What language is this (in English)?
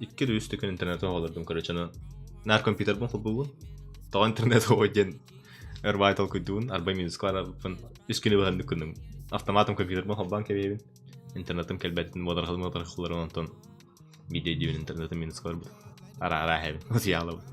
Yakut